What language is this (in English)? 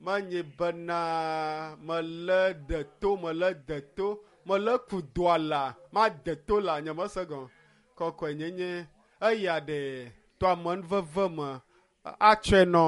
Ewe